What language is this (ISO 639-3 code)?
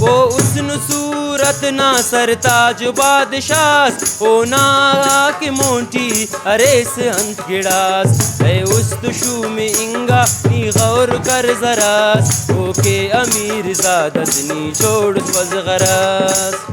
brh